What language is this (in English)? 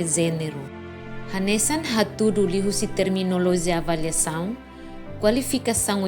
Tetum